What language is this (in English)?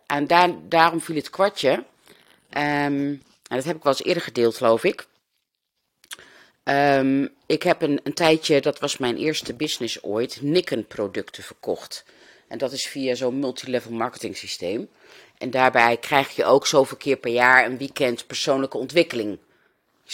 Dutch